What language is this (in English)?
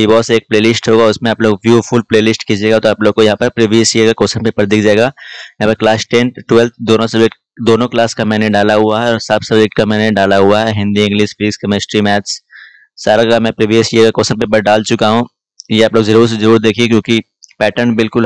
Hindi